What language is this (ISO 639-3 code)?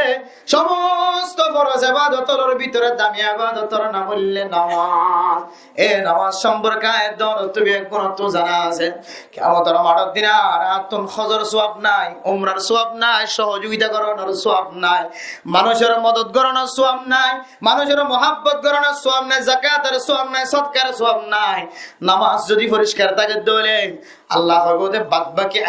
rhg